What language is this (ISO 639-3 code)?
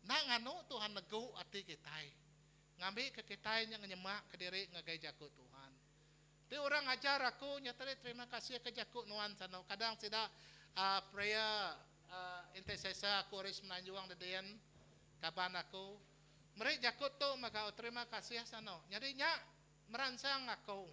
iba